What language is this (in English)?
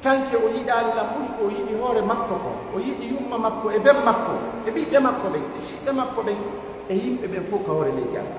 Pular